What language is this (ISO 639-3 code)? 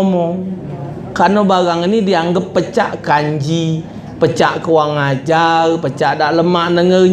mui